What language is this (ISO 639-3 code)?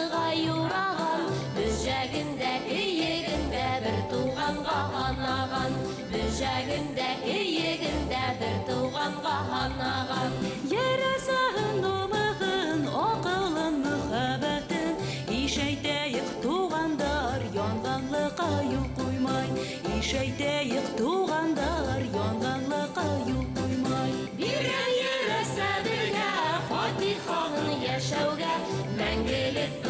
bak